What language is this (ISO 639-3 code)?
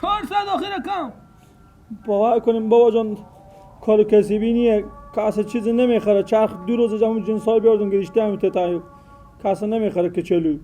fas